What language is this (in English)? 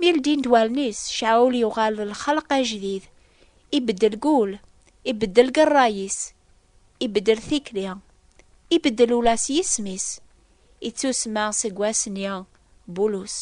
Kabyle